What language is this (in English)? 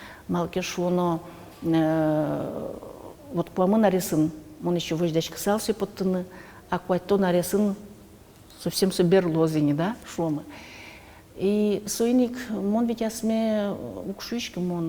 Udmurt